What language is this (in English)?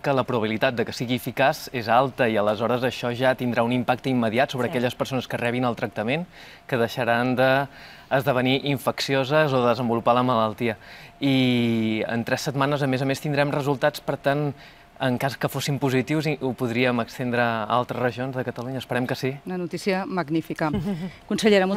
Catalan